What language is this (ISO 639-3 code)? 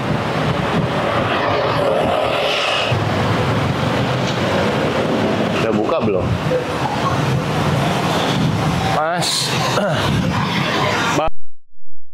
ind